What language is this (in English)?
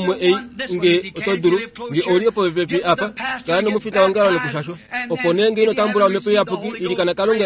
Kuanyama